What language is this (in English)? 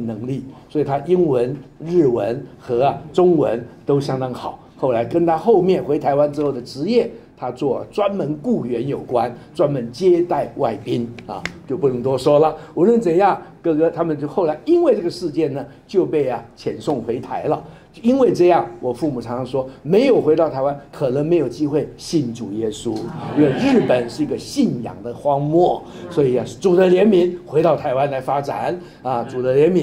Chinese